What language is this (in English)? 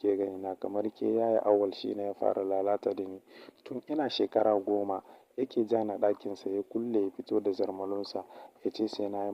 Hausa